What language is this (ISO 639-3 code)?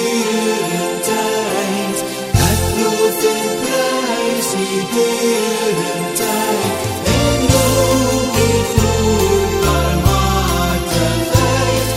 afr